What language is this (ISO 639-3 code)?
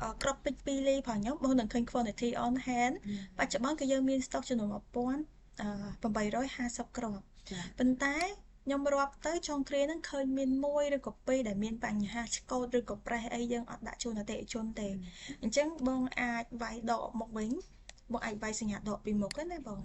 khm